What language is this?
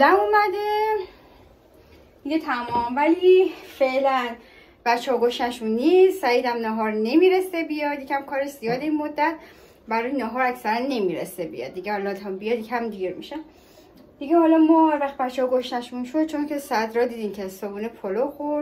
Persian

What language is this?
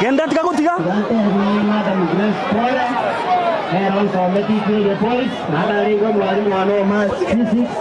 Gusii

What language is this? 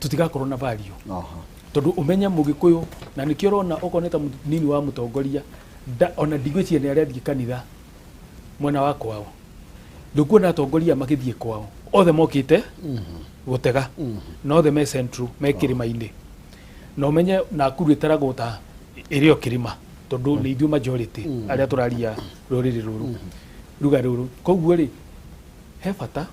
Kikuyu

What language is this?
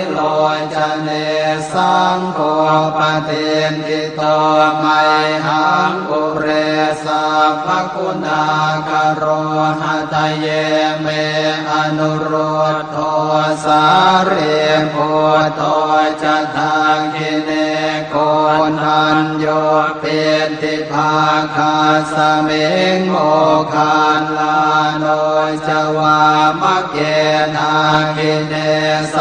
Pali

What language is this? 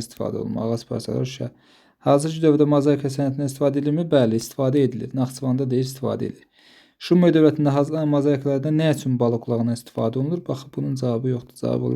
Azerbaijani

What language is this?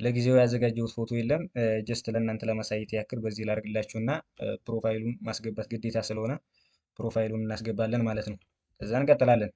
Amharic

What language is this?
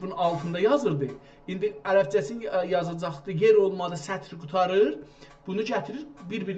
South Azerbaijani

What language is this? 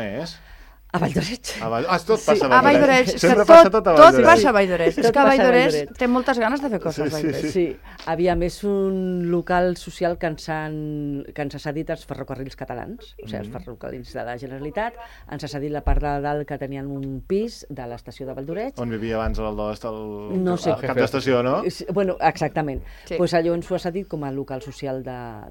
Catalan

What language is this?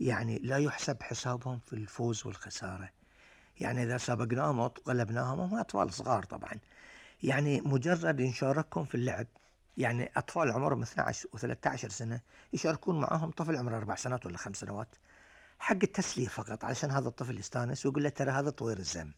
Gulf Arabic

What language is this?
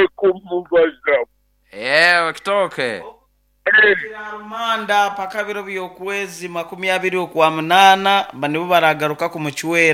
Nyoro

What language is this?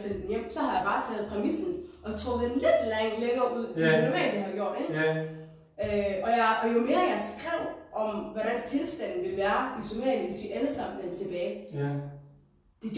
Danish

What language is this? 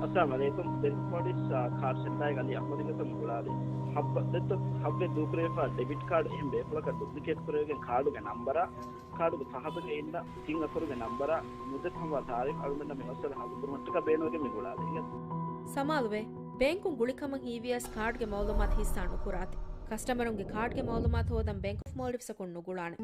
Divehi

